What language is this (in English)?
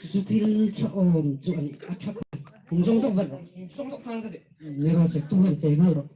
Hmar